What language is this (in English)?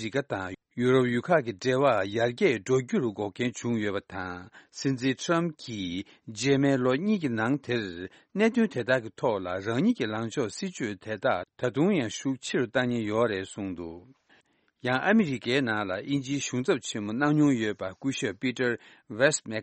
Tibetan